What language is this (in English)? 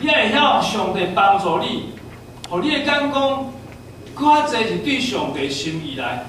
Min Nan Chinese